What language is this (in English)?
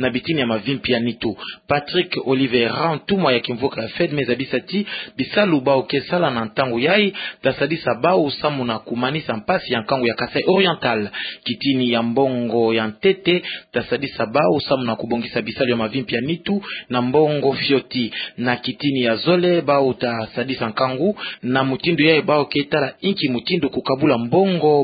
Kituba (Democratic Republic of Congo)